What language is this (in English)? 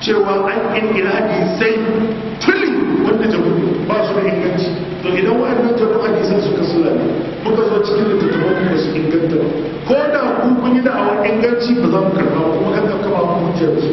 Hausa